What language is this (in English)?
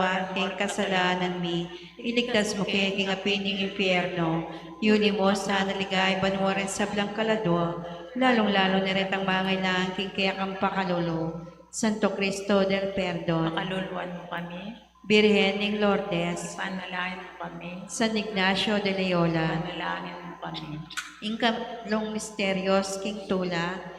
Pampanga